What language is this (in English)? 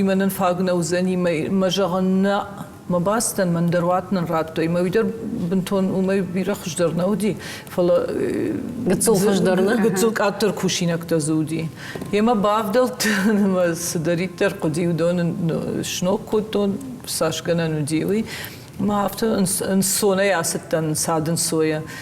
Ossetic